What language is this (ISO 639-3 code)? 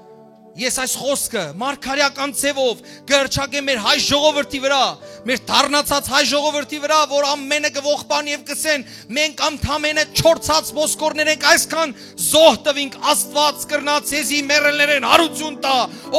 hyw